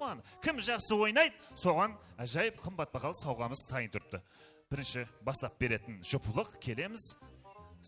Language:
Kara-Kalpak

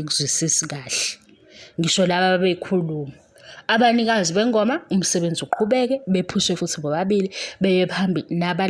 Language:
Zulu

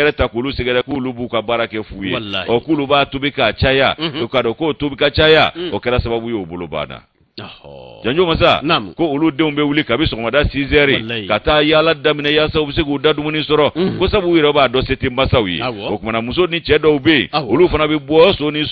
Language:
Bambara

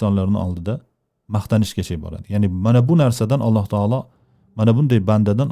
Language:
Uzbek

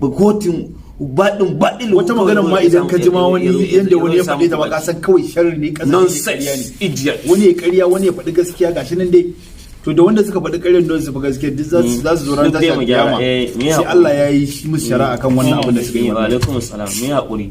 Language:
Hausa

